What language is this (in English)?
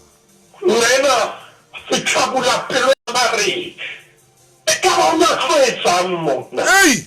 Southern Sotho